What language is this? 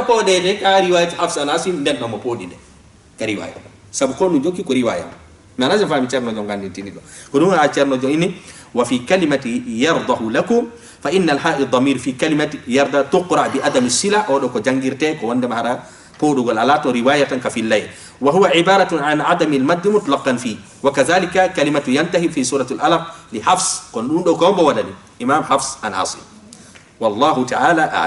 Fula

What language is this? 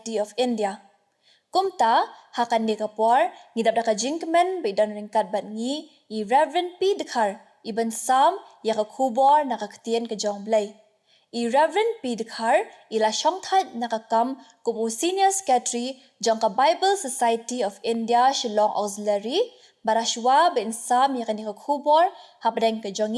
Khasi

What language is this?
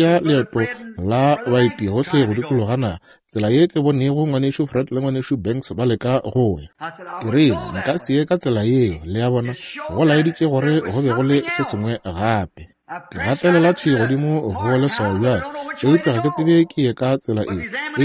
Northern Sotho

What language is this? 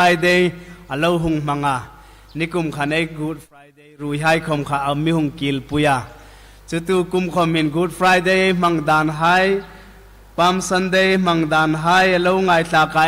Hmar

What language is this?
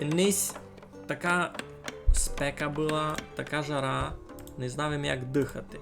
Rusyn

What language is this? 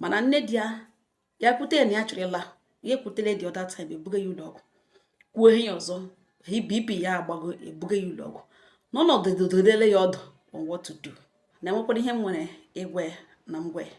Igbo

